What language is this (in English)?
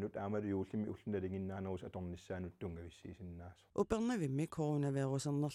Kalaallisut